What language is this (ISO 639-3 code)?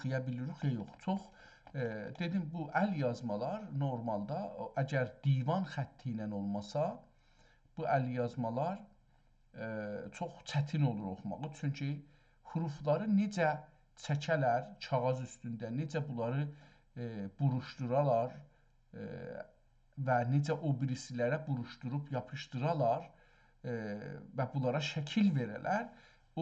azb